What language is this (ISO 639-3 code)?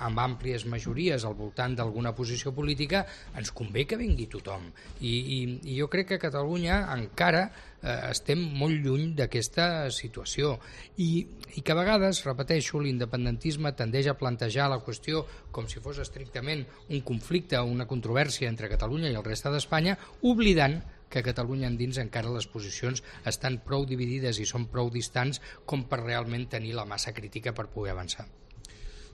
cat